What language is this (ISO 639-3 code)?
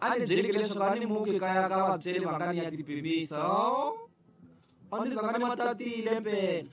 tso